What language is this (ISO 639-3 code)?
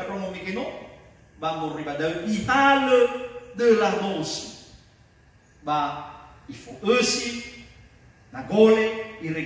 nia